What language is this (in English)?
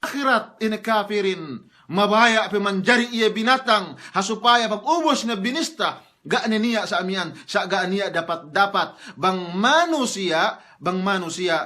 Yakan